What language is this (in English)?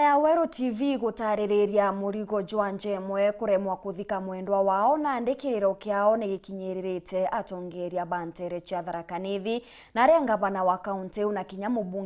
Meru